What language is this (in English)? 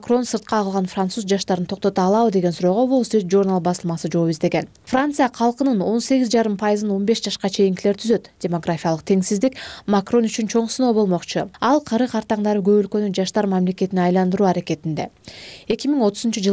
Kyrgyz